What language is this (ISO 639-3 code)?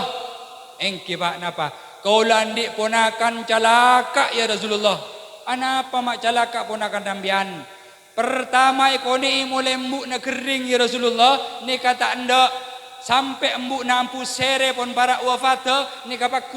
mad